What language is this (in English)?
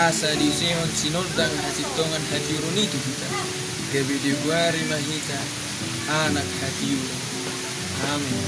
Batak Toba